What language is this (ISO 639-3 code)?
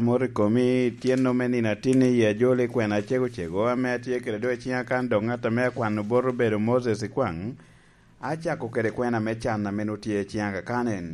laj